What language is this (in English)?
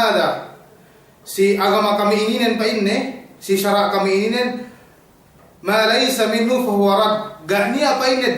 Yakan